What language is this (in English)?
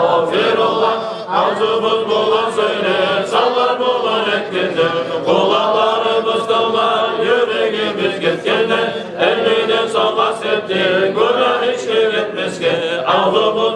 Kumyk